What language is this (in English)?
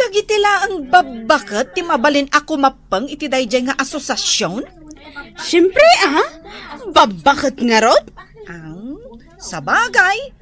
Iloko